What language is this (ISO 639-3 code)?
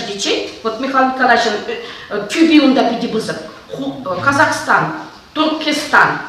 chv